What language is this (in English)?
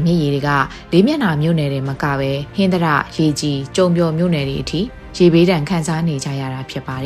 Burmese